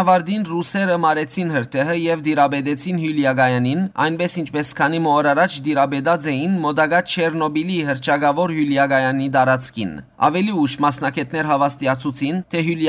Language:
Western Armenian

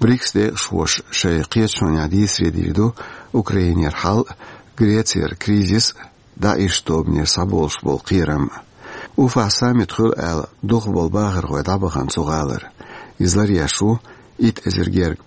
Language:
Chechen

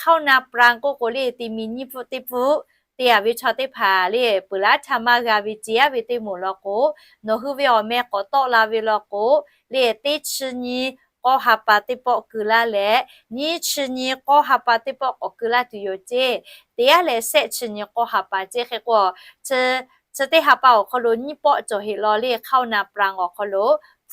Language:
Lahu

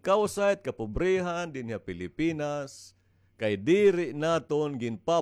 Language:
Waray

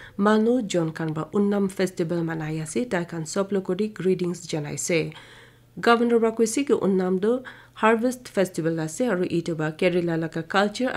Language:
Naga Pidgin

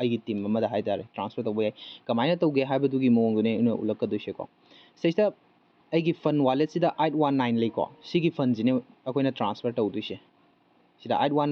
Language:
Manipuri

